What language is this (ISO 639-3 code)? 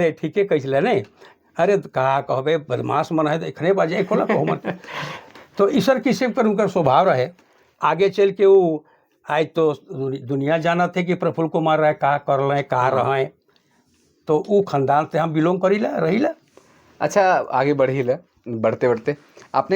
sck